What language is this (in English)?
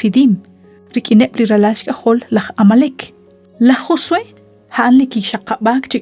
Kekchí